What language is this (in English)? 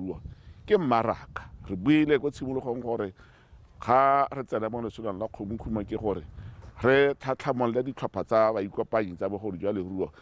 Tswana